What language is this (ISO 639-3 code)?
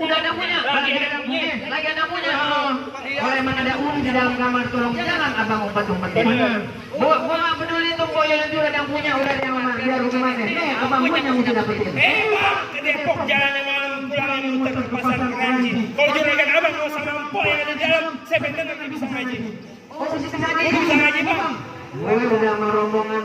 bew